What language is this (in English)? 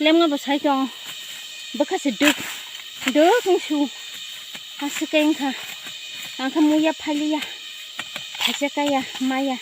Kok Borok